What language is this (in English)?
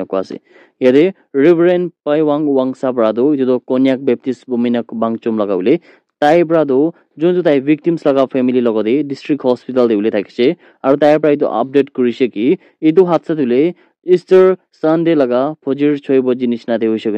Naga Pidgin